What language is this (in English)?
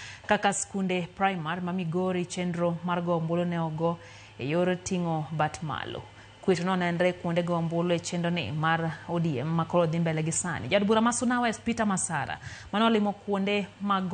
Luo (Kenya and Tanzania)